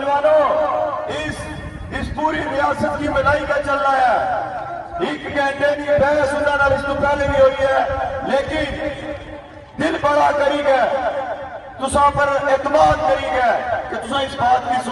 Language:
Pahari-Potwari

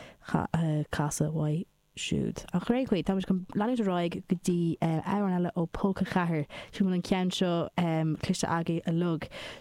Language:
Irish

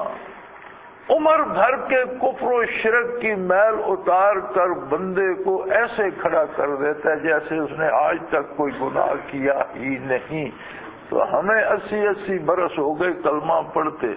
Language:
Urdu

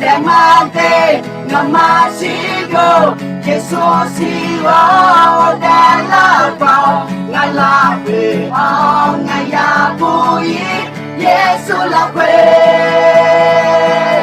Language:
Akha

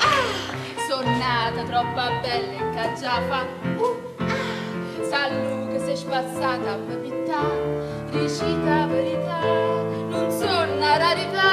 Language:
Neapolitan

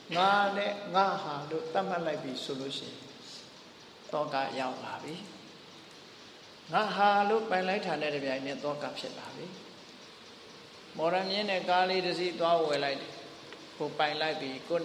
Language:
Burmese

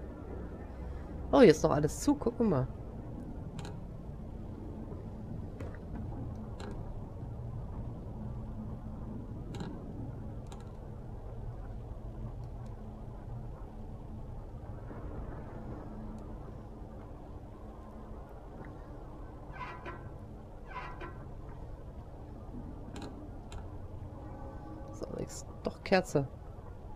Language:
German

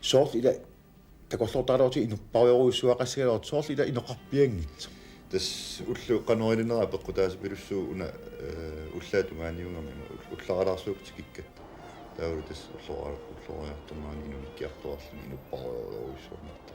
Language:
Kalaallisut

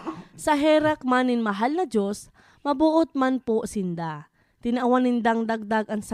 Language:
Bikol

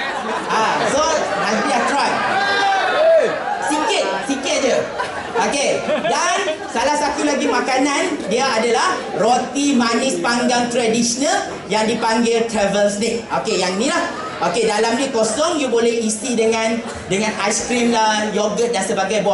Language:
Malay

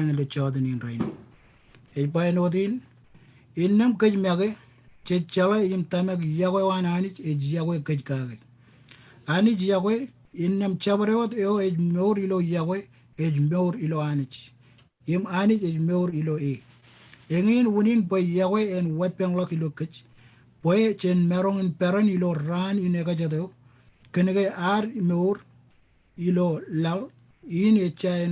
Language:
Marshallese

